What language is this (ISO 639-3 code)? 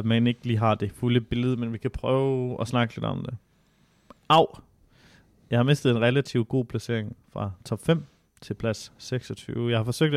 dan